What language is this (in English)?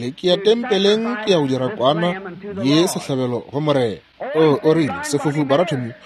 Northern Sotho